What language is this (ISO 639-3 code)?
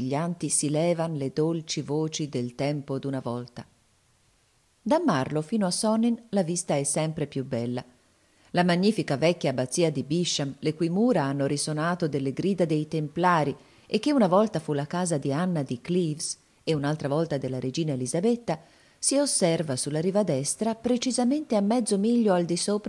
ita